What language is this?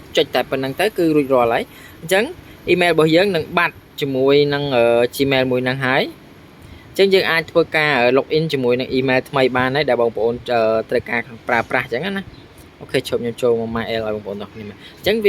Khmer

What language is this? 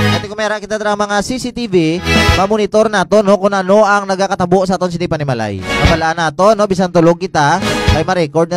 Hiligaynon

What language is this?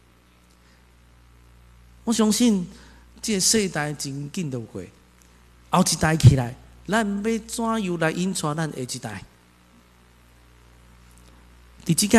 Min Nan Chinese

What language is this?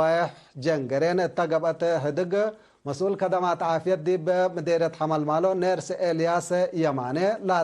Tigre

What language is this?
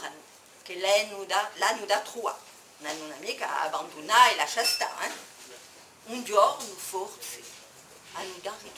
Corsican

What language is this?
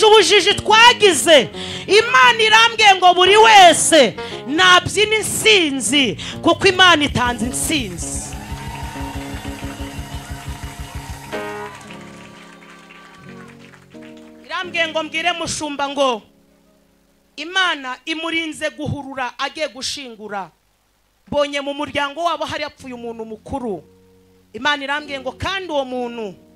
Kinyarwanda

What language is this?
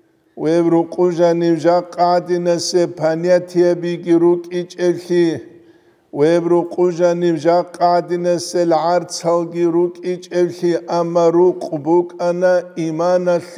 Avaric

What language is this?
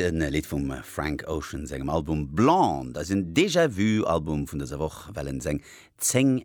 Luxembourgish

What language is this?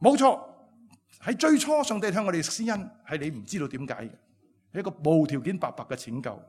Cantonese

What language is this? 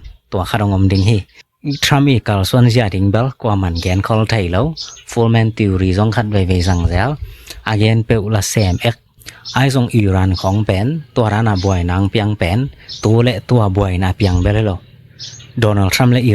Tedim Chin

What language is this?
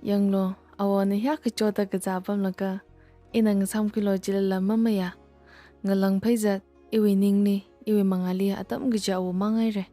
Tangkhul Naga (India)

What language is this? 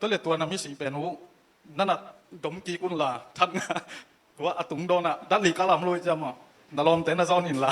Tedim Chin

